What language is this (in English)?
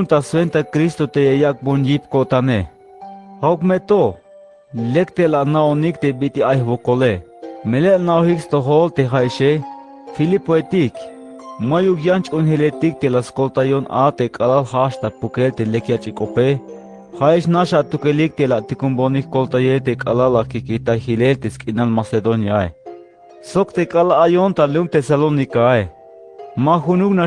Tzeltal